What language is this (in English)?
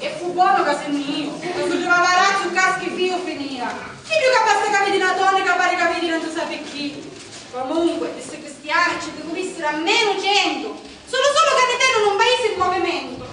Sicilian